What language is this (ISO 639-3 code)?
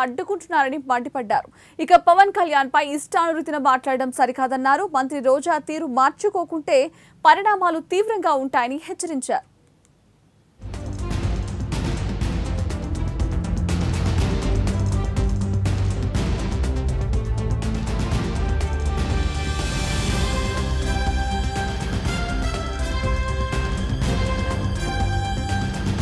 tel